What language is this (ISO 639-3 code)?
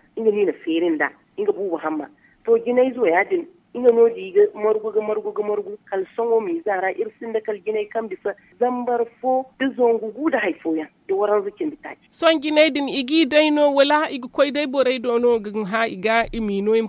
dje